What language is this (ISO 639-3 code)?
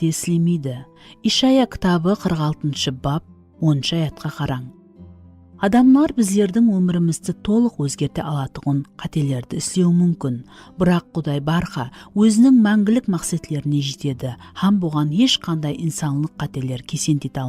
kaa